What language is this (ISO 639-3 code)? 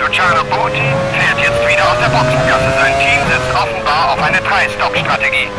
bar